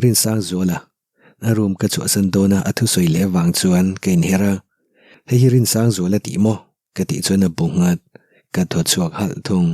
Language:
Mizo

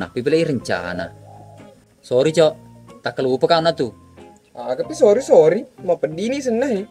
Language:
Buginese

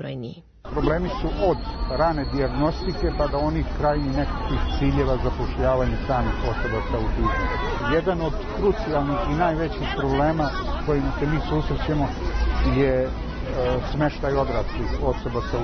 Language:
Serbian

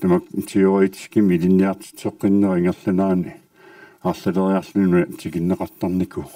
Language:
Kalaallisut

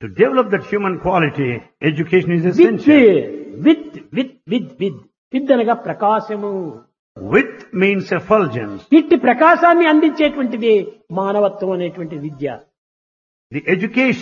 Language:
Telugu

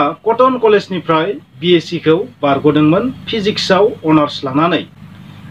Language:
Bodo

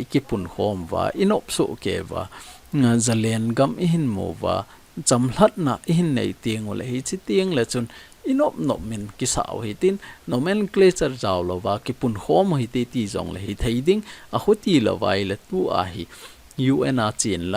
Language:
Thado Chin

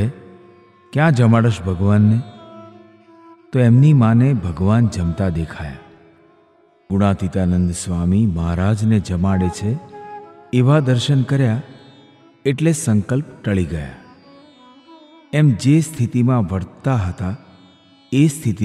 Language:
Gujarati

